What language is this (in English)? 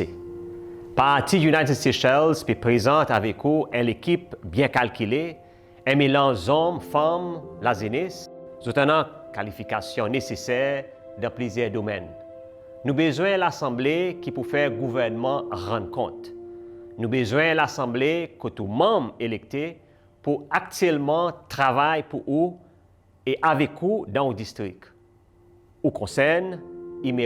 Seselwa Creole French